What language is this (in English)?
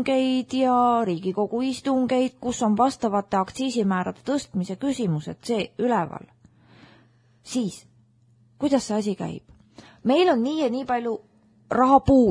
Estonian